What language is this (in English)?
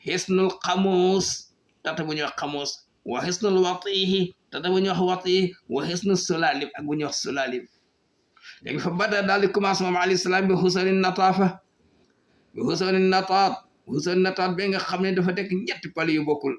Wolof